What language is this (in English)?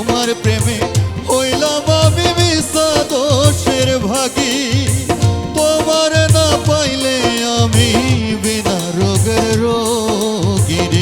Sylheti